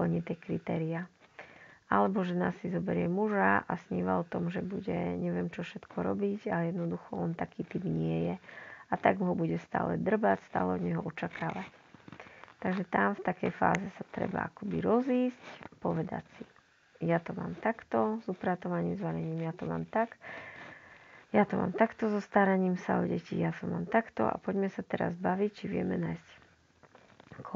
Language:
Slovak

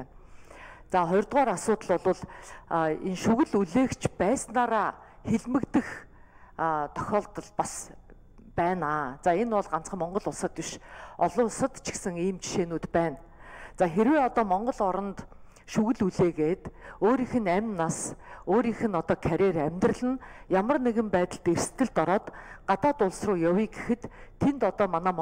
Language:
Mongolian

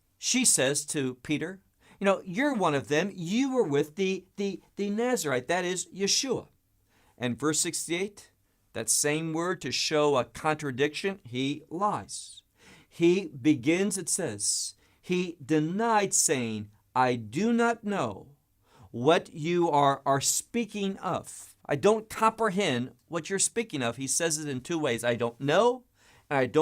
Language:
English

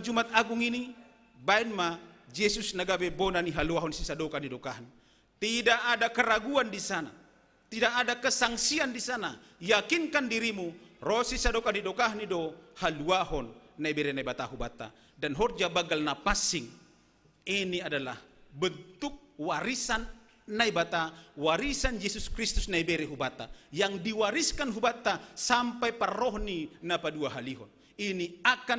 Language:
Batak Simalungun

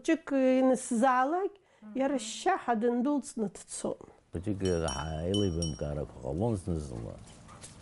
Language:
Abkhazian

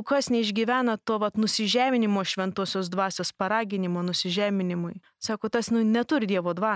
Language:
Lithuanian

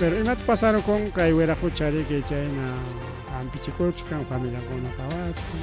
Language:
Ayacucho Quechua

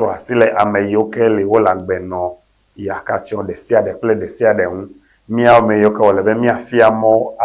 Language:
Ewe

